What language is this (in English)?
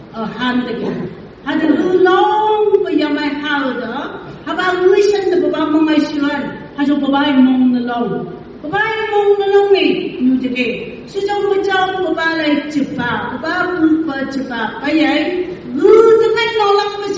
Phom Naga